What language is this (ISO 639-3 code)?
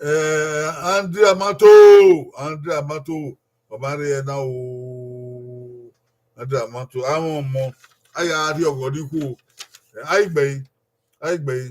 bin